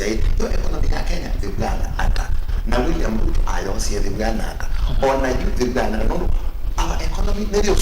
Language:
Kamba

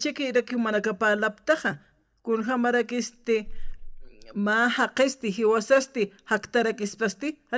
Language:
Aymara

